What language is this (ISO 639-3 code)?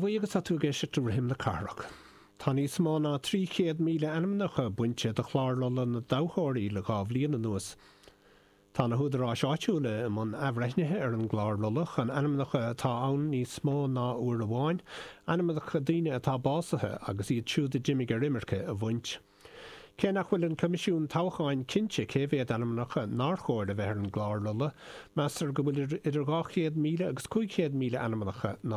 gle